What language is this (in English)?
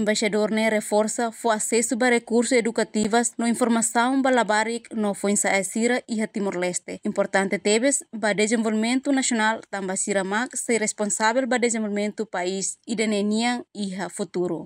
Tetum